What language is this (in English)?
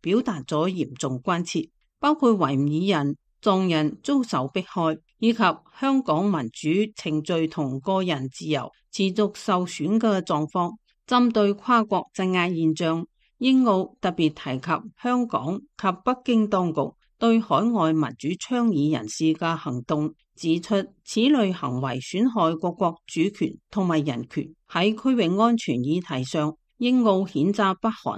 Cantonese